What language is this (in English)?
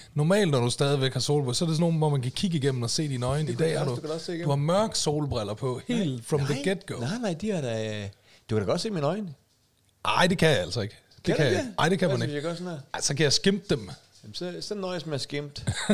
Danish